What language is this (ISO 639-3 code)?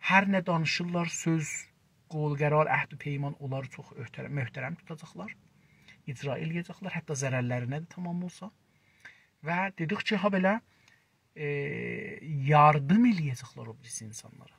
azb